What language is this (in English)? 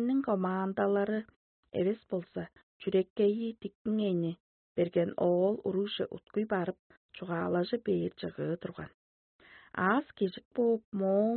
Tuvinian